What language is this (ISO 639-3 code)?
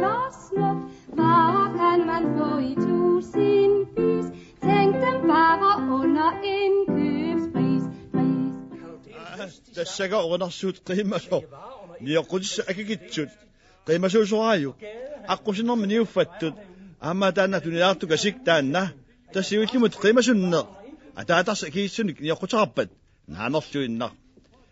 kal